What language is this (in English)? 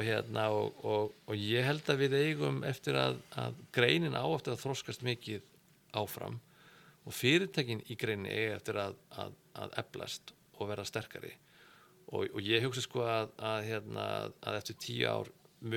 Icelandic